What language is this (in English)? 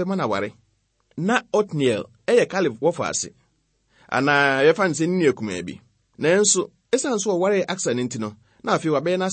Akan